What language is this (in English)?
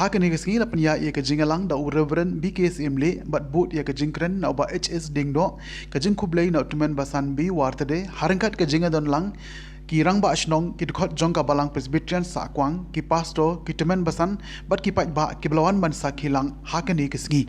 Khasi